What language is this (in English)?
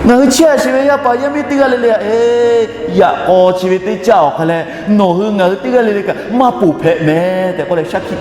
Lahu